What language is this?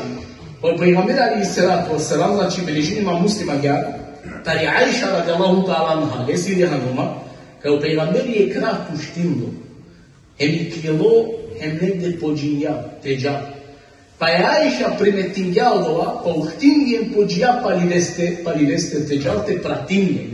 Balkan Romani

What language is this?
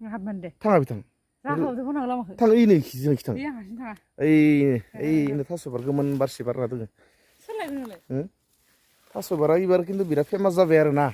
Bodo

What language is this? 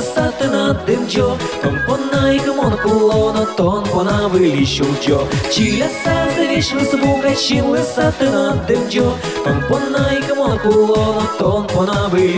Udmurt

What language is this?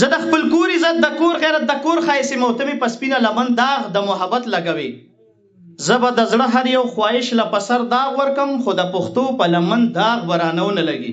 Pashto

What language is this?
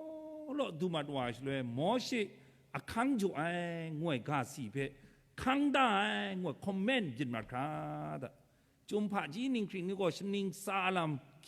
Kachin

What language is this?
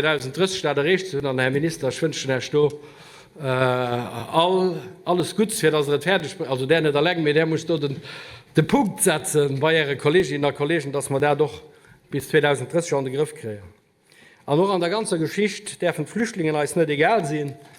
Luxembourgish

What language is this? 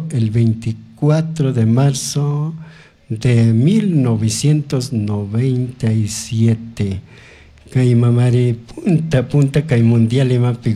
Chimborazo Highland Quichua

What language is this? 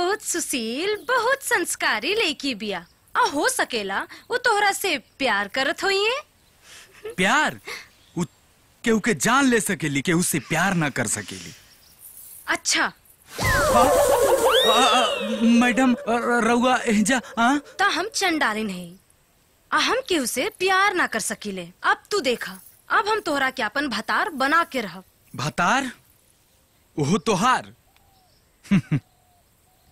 Bhojpuri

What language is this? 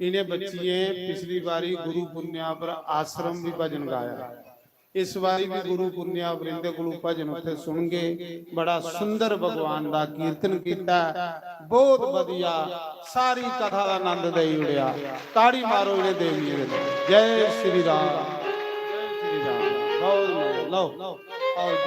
Dogri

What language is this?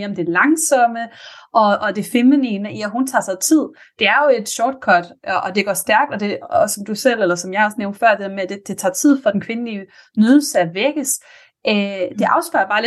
Danish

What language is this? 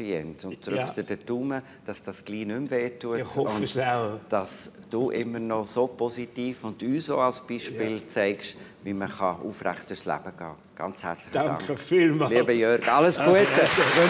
Swiss German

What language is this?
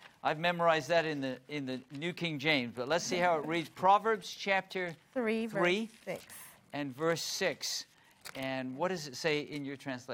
English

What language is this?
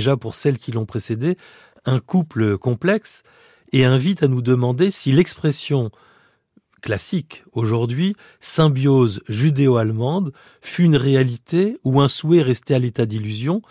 French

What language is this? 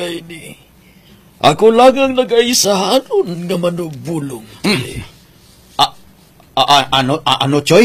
Hiligaynon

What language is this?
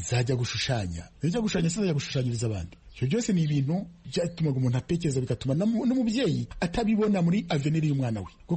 Kinyarwanda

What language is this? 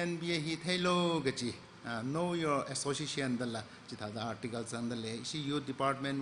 Tangkhul Naga (India)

